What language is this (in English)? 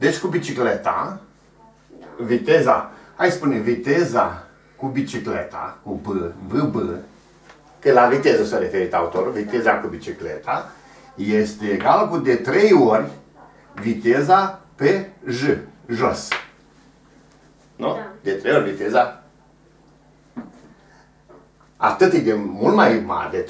Romanian